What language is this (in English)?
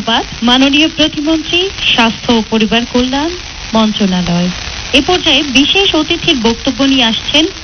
Bangla